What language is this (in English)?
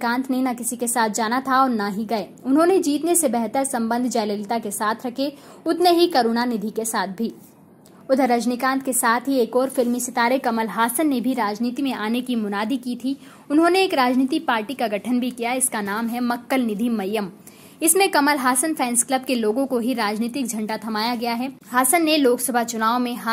Hindi